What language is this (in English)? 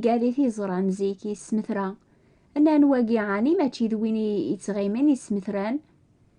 Kabyle